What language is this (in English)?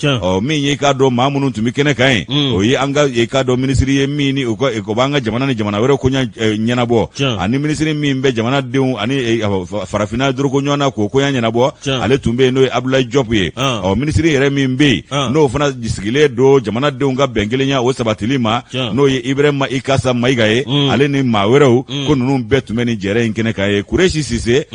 Bambara